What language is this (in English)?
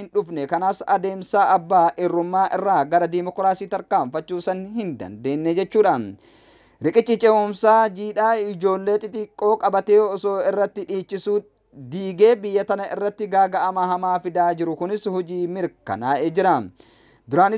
Oromo